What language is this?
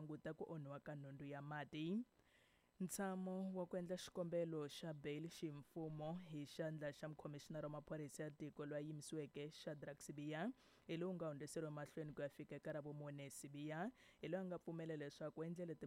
Tsonga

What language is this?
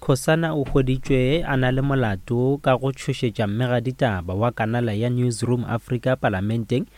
Northern Sotho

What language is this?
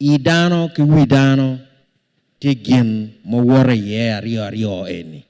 Acoli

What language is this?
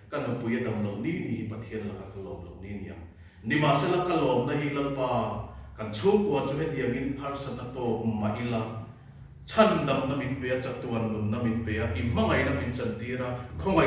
Mizo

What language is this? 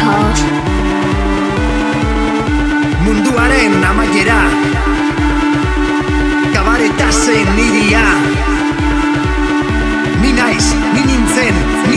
Basque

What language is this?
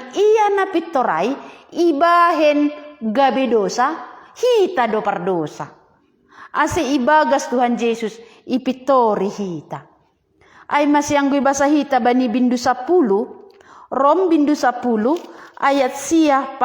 Batak Simalungun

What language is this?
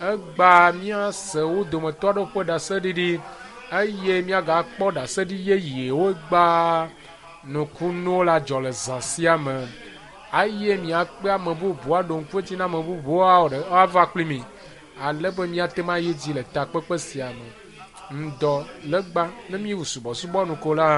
Ewe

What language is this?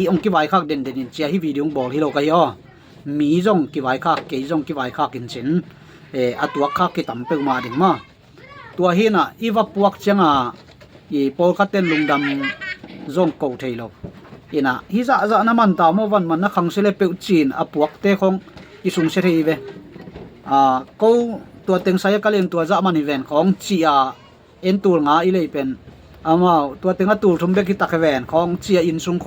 Tedim Chin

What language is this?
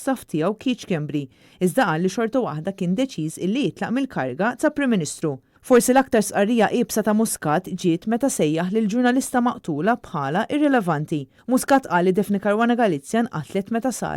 Maltese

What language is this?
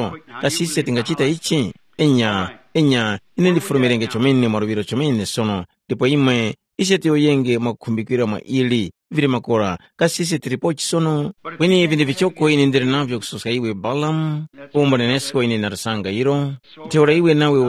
Tumbuka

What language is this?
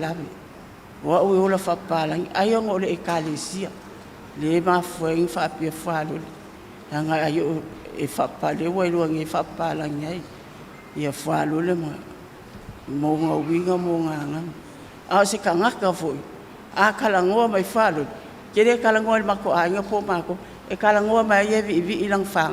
Samoan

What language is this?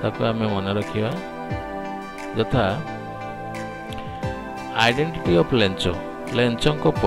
Odia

